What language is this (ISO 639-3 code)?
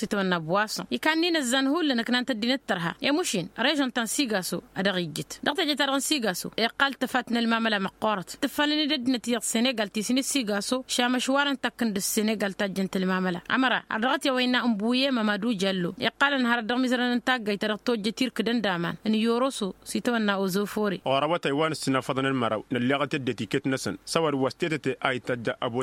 taq